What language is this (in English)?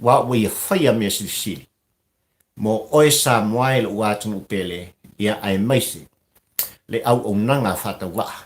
Samoan